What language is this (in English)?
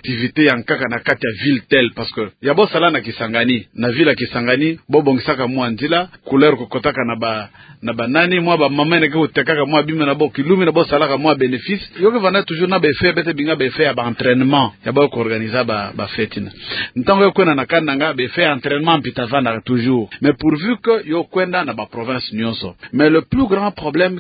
Kituba (Democratic Republic of Congo)